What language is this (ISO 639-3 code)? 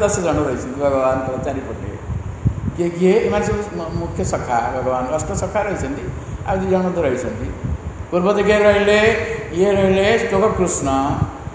ori